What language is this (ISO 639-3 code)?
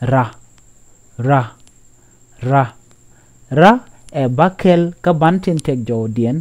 nus